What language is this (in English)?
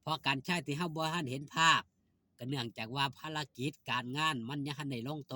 Northeastern Thai